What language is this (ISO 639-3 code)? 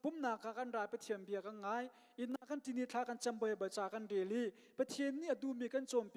cnh